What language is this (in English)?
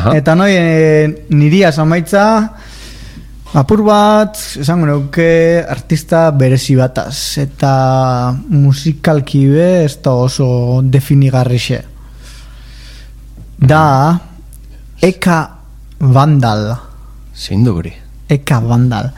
Basque